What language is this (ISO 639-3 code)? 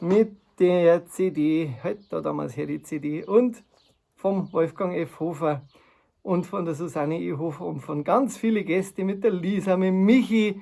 bar